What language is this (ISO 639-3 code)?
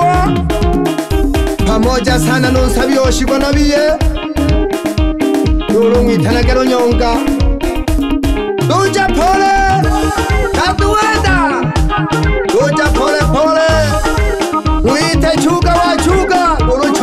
swa